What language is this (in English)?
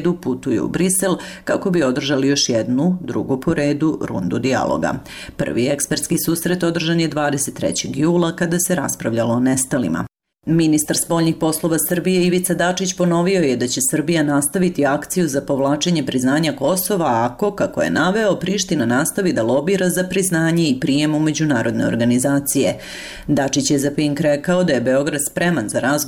Serbian